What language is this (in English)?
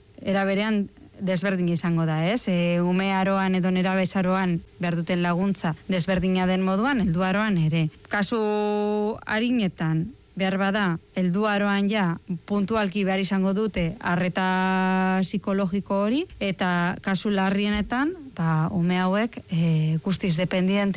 Basque